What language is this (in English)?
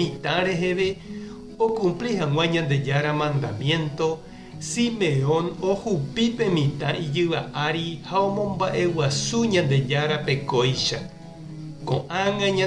Guarani